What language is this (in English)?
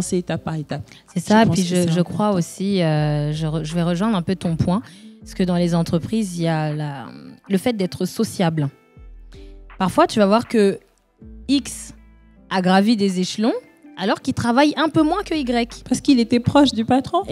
French